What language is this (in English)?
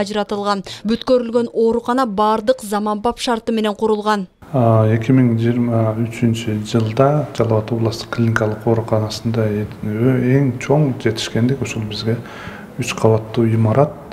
Kyrgyz